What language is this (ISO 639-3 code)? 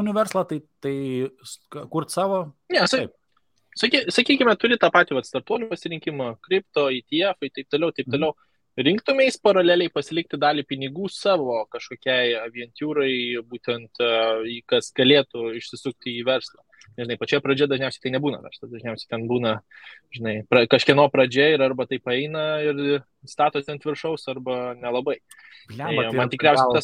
lit